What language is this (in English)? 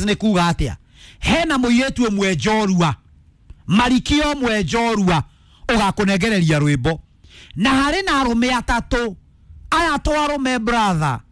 Kikuyu